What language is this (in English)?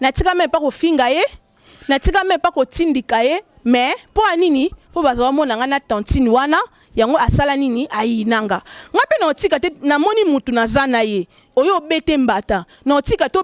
Lingala